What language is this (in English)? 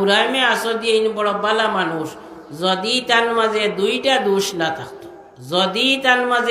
Sylheti